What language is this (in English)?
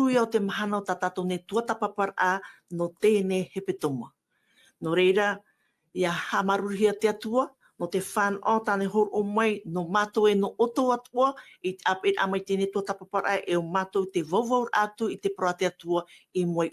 Tahitian